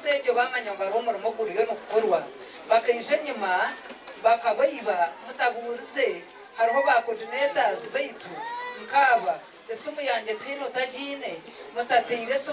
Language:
Nyankole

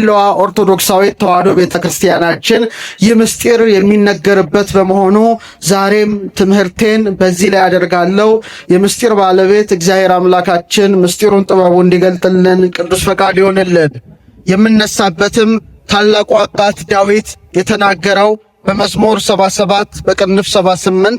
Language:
Amharic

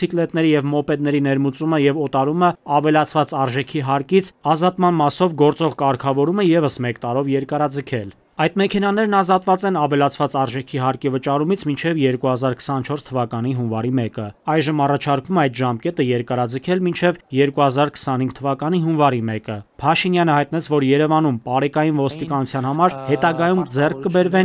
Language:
Armenian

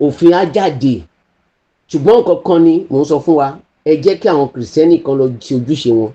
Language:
Yoruba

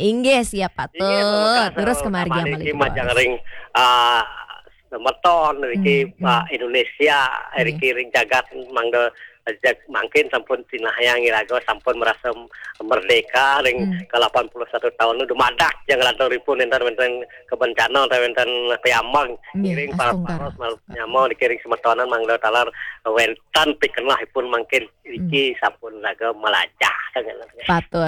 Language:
Balinese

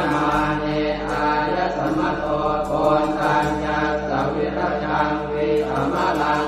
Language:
Pali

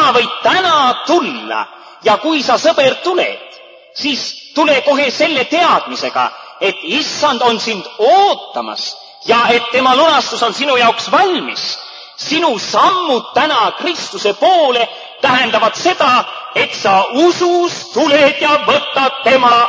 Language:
Estonian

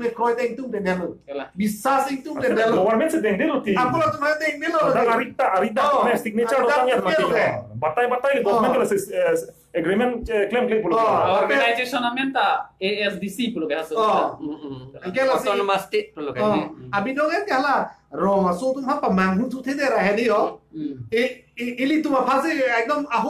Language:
Karbi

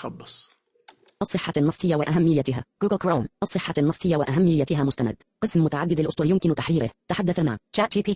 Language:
Najdi Arabic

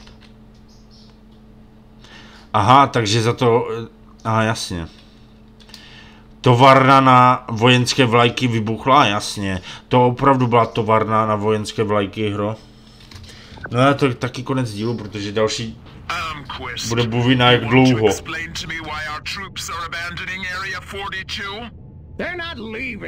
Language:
Czech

